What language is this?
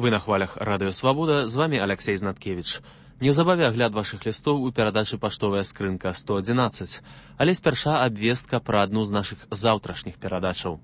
Belarusian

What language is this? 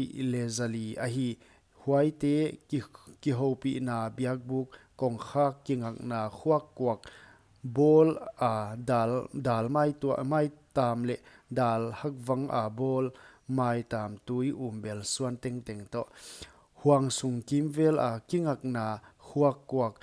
Paite Chin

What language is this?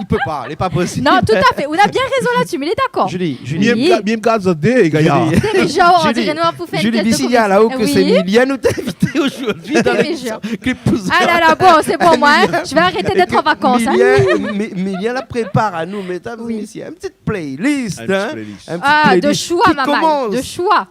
Réunion Creole French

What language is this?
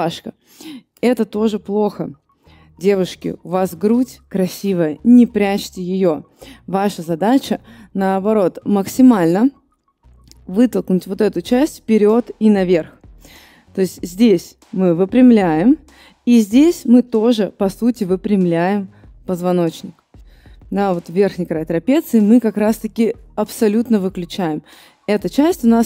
Russian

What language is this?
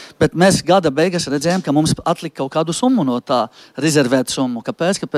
Latvian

